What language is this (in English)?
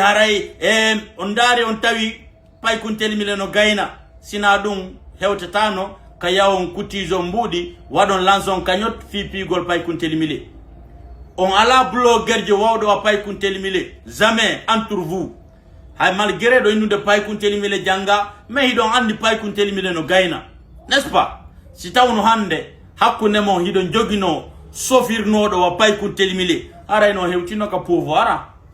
Fula